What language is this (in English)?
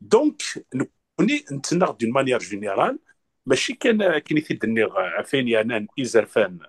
Kabyle